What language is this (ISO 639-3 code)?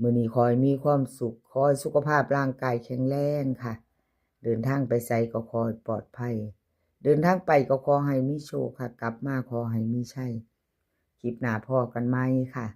tts